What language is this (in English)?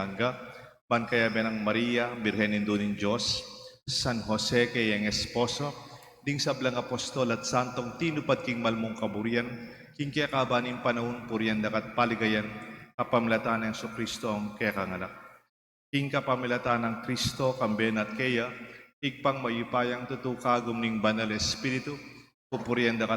Pampanga